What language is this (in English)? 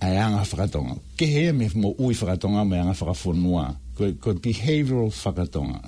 Tongan